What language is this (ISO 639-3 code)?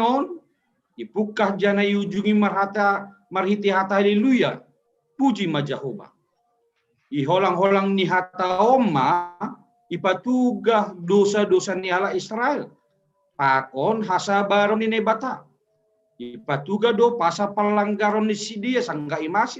bts